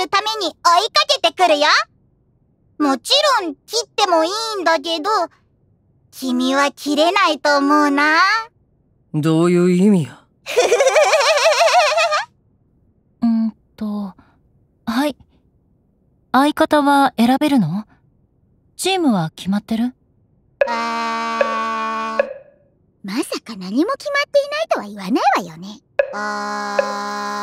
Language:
Japanese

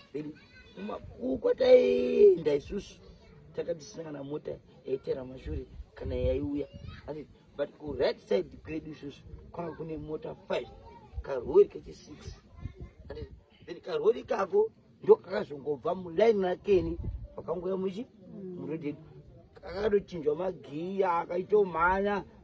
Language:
Shona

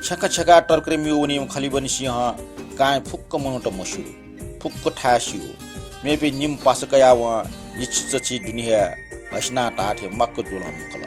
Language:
Newari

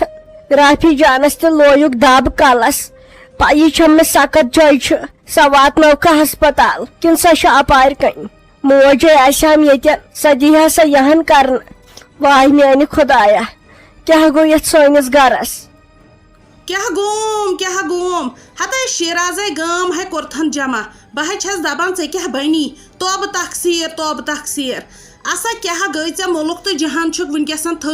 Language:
Kashmiri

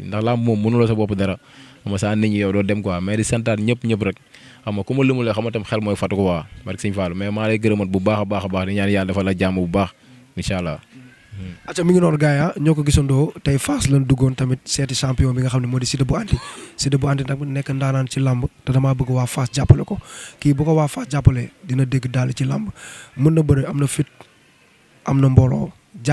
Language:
Wolof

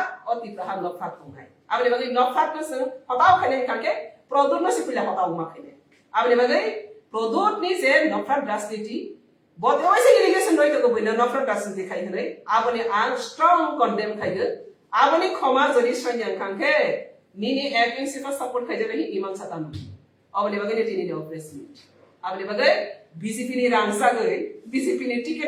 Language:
Kok Borok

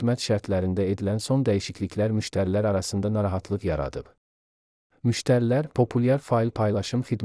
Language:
Azerbaijani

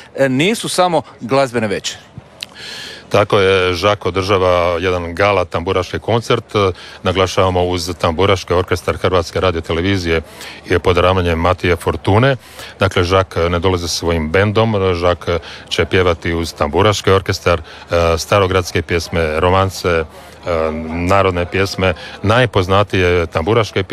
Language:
Croatian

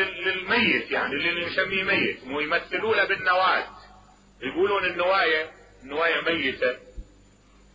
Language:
Mesopotamian Arabic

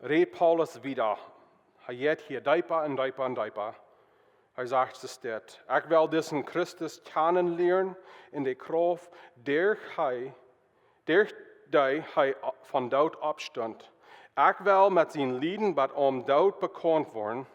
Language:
Plautdietsch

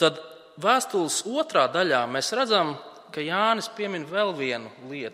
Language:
Latvian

